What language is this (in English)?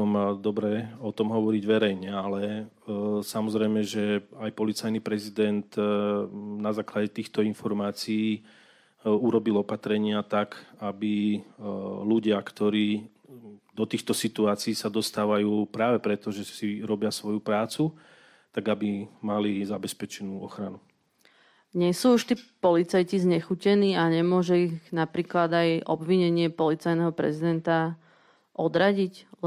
Slovak